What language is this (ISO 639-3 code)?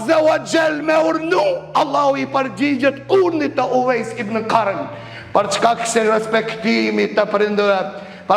sqi